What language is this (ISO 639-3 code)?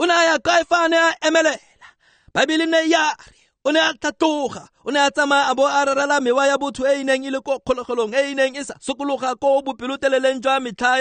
tsn